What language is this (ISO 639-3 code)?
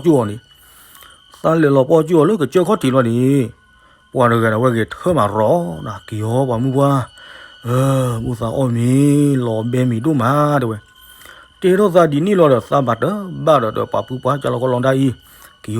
ksw